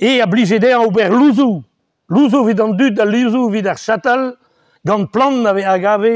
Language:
Breton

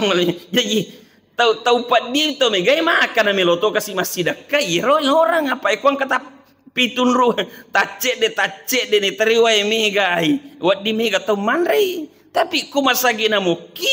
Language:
Buginese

